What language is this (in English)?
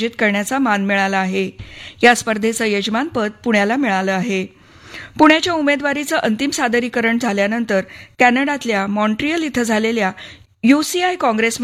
Marathi